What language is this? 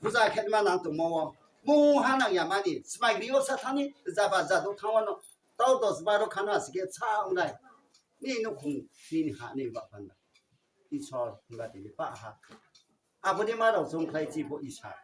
Riang (India)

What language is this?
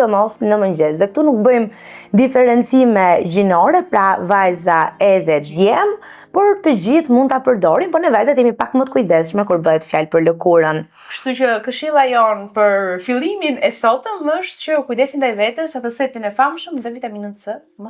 Albanian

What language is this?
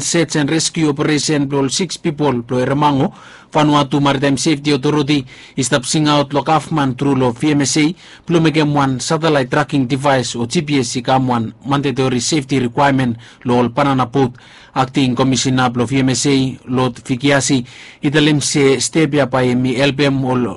Bislama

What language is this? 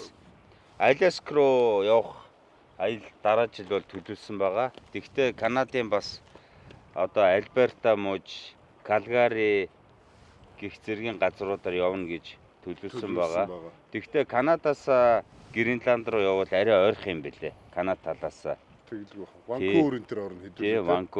Mongolian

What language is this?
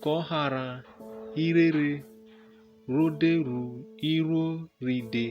Urhobo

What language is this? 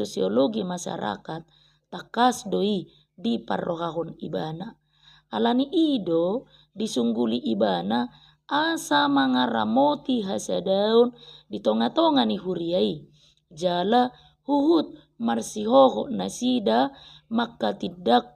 Batak Toba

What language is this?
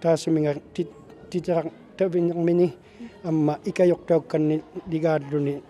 Inuktitut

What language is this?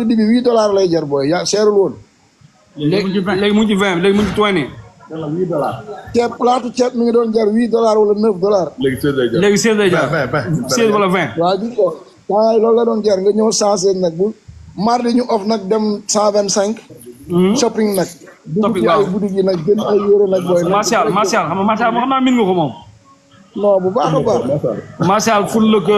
Wolof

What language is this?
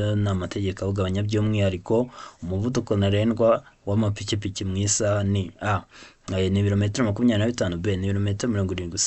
Kinyarwanda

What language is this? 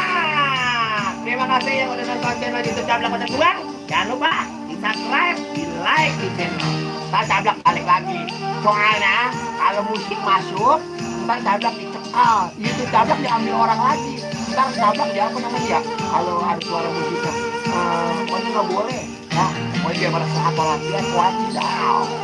Betawi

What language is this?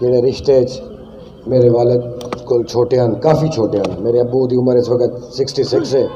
Saraiki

